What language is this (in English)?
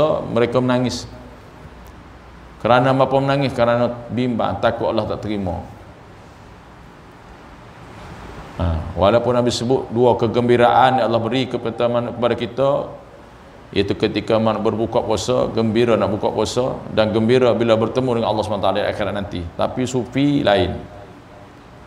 Malay